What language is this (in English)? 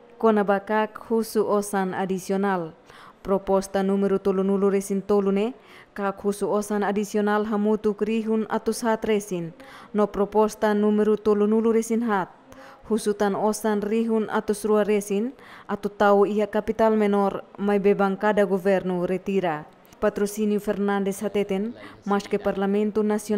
Tetum